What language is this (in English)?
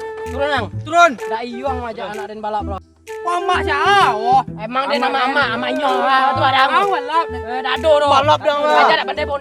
Minangkabau